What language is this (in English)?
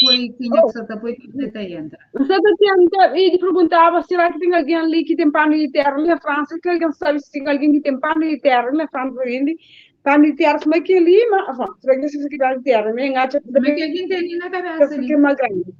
Kabuverdianu